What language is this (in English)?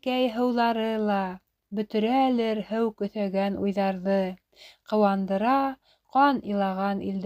Bashkir